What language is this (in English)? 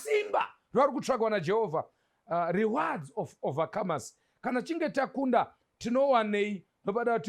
Shona